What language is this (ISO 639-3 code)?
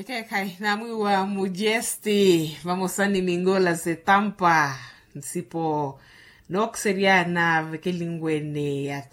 vmw